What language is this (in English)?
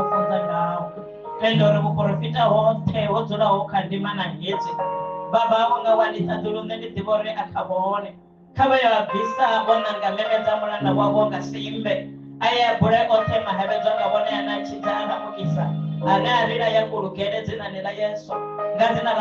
Venda